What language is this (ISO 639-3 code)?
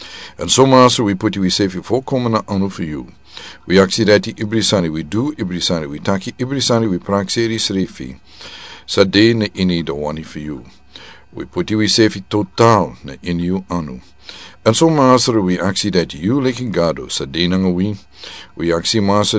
srn